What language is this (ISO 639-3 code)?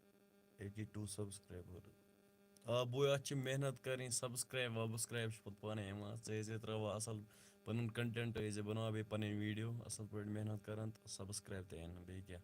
kas